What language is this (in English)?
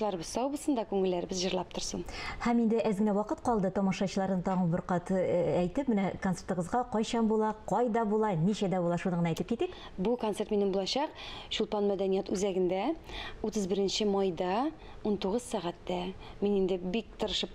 Tatar